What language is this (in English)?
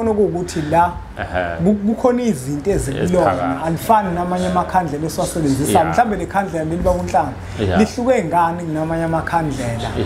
Zulu